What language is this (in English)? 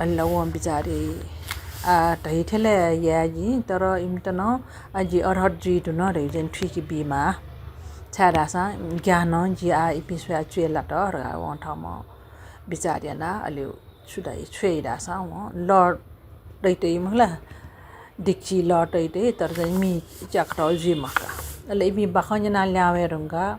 Newari